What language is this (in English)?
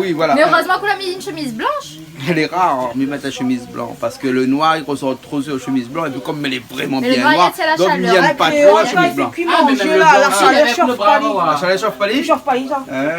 Réunion Creole French